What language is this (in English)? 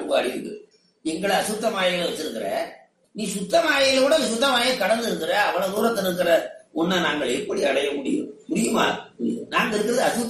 Tamil